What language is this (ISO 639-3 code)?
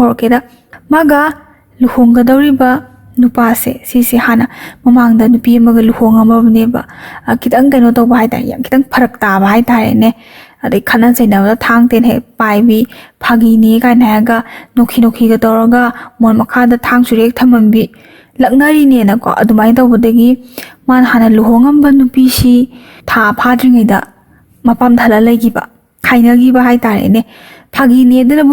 mni